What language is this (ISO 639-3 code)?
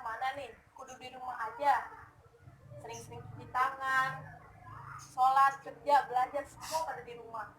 bew